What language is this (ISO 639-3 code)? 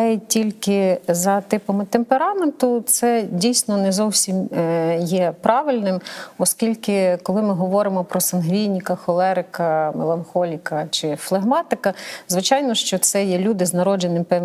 ukr